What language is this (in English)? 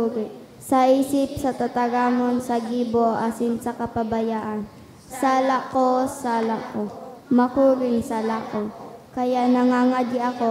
Bikol